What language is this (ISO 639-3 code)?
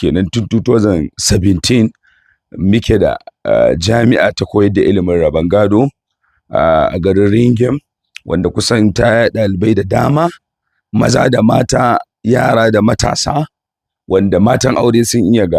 hau